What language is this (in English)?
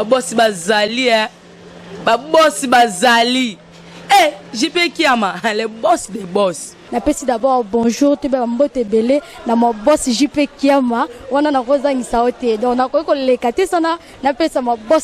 Lingala